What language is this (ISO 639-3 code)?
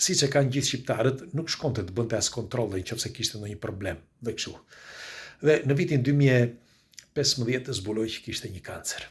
sqi